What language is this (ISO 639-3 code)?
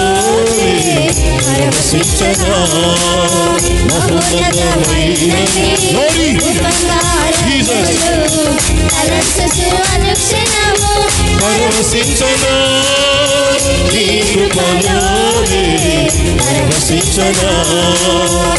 tel